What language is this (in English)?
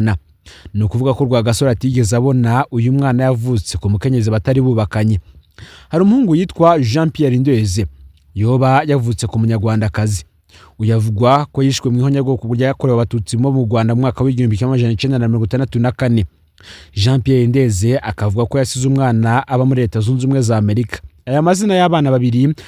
Rundi